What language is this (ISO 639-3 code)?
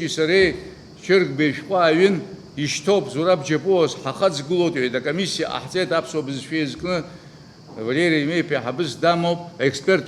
abk